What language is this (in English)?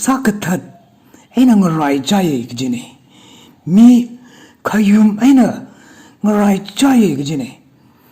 Tangkhul Naga (India)